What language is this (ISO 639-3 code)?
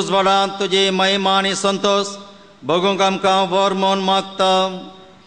kok